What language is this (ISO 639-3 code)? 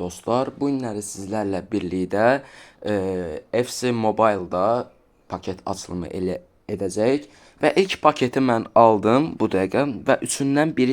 aze